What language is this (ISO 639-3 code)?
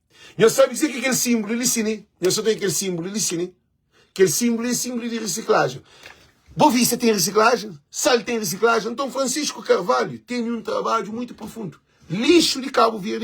kea